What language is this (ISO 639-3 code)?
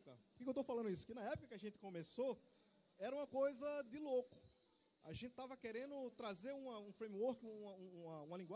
por